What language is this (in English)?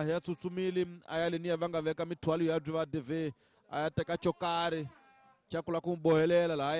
Tsonga